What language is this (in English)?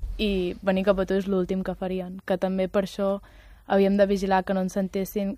Catalan